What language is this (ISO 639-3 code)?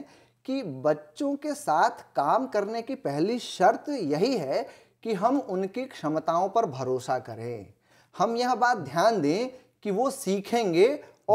hin